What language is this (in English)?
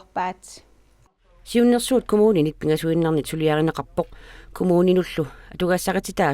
Kalaallisut